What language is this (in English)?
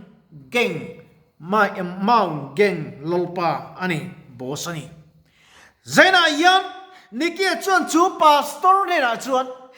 Mizo